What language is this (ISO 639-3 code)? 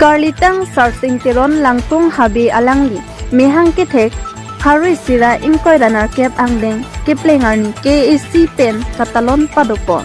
mjw